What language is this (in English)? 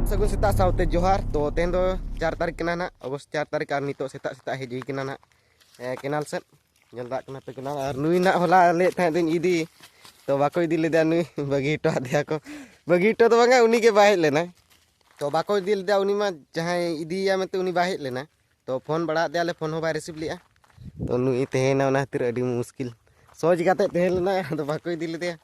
Santali